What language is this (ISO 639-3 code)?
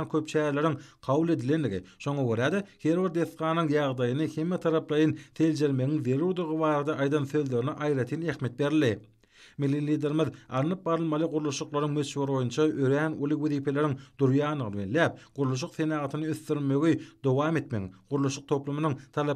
tuk